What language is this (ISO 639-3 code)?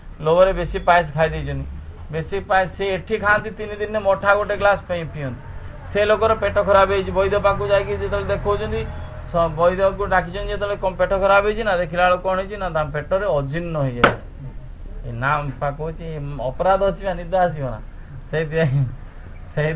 ori